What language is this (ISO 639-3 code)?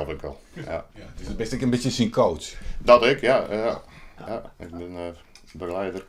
fry